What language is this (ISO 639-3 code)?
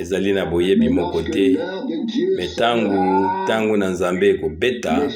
lin